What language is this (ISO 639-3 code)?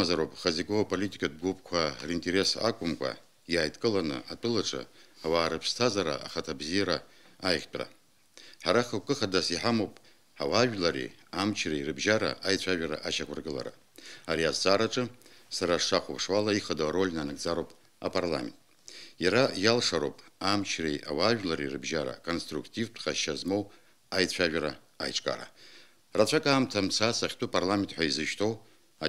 abk